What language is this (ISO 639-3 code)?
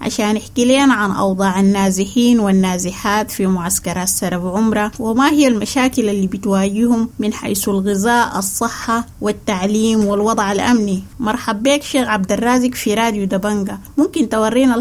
apd